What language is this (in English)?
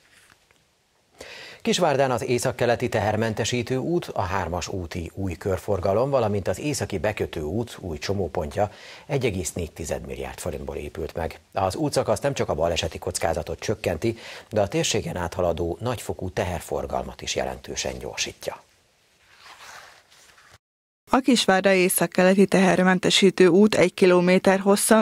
Hungarian